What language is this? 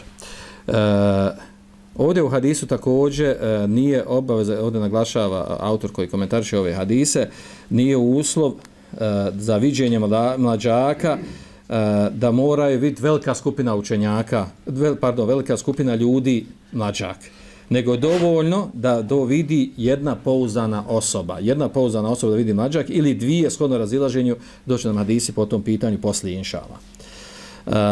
Bosnian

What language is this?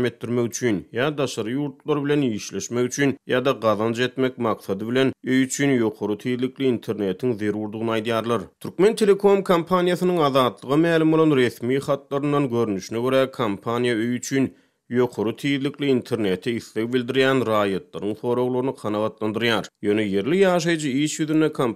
Turkmen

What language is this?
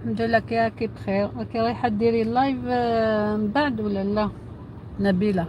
Algerian Arabic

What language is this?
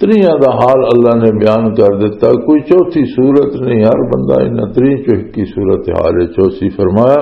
Western Panjabi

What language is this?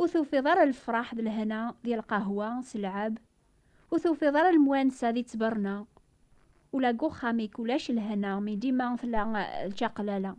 Kabyle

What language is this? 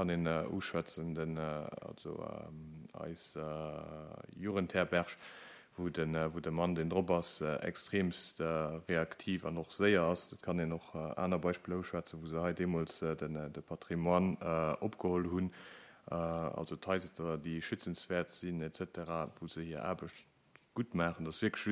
Luxembourgish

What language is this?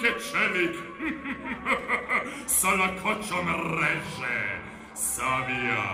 Serbian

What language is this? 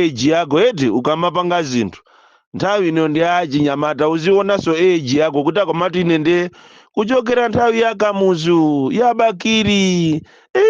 Nyanja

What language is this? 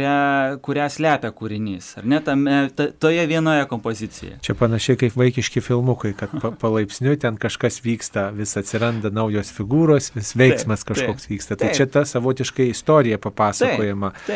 Lithuanian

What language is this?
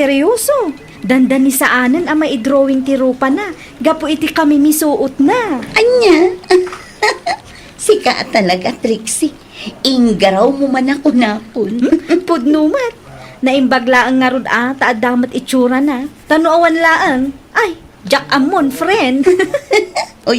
Iloko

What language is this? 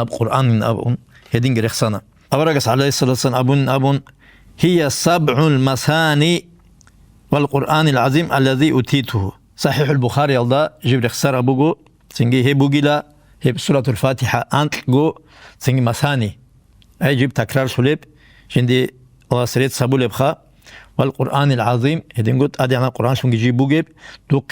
Avaric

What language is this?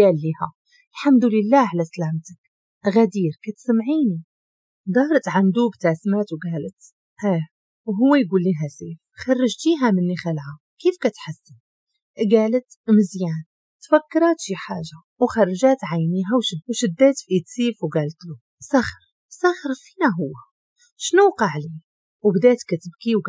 Moroccan Arabic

